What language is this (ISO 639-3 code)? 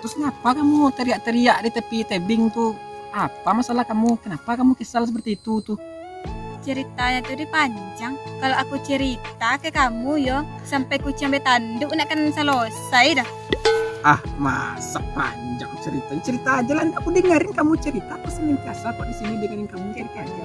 min